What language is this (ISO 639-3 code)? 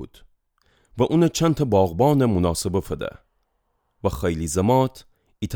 glk